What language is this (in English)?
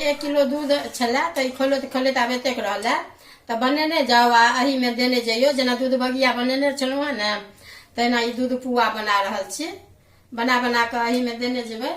Maithili